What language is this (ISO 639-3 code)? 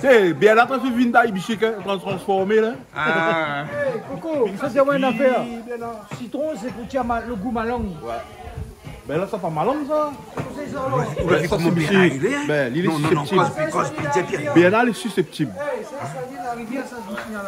rcf